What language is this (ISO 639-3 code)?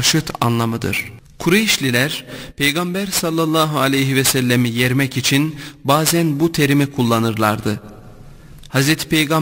tur